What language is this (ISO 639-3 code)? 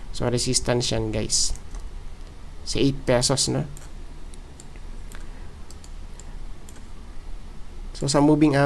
fil